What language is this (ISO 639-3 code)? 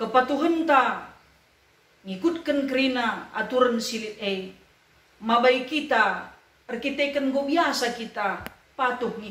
btx